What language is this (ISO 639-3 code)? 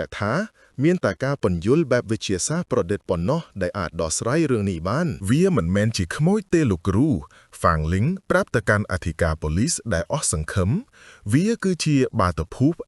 khm